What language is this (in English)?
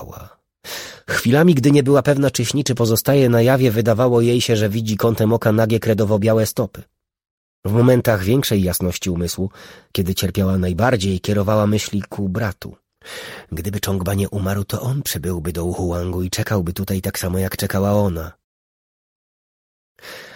Polish